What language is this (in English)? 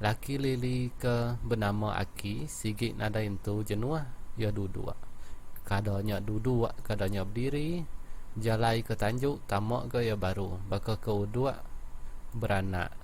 Iban